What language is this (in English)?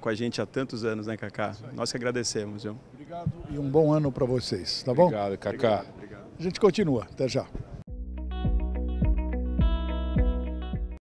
Portuguese